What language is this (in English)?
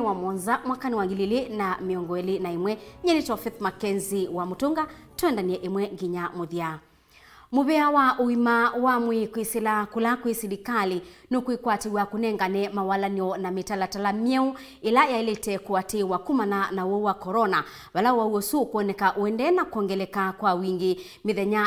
Kamba